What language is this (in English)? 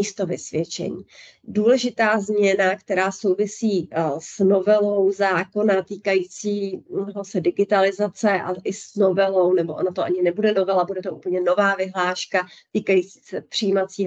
Czech